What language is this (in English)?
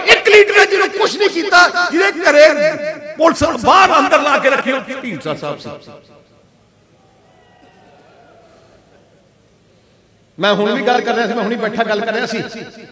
Punjabi